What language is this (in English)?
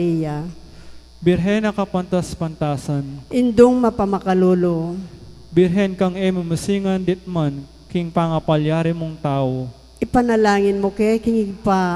Pampanga